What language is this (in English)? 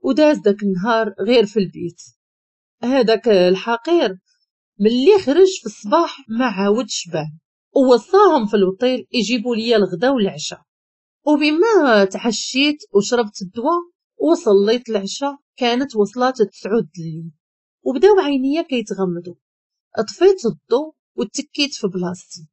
Moroccan Arabic